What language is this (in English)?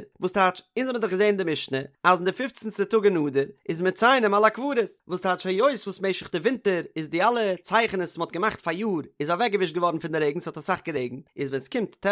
Yiddish